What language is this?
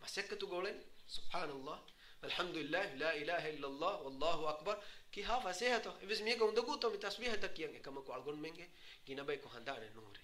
Divehi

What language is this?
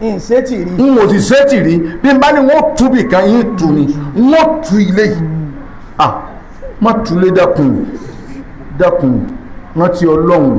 Yoruba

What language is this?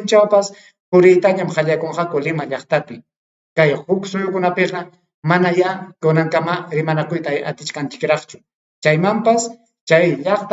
Ayacucho Quechua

